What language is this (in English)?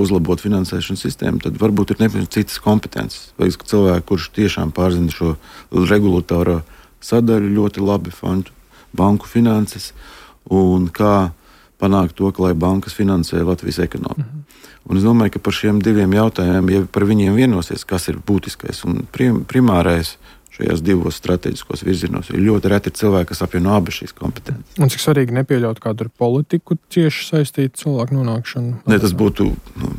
Latvian